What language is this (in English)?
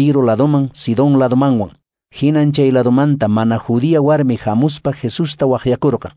Quechua